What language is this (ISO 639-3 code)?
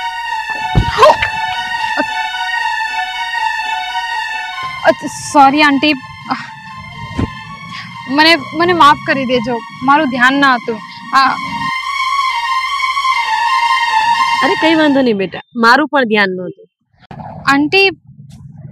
guj